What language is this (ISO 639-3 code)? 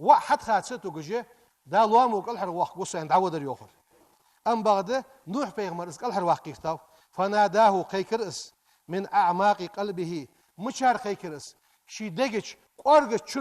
inh